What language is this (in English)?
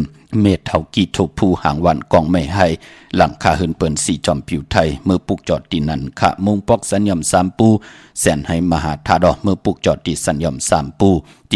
Shan